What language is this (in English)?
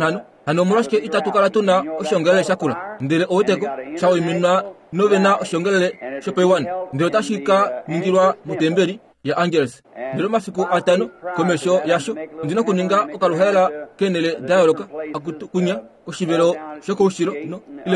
Kuanyama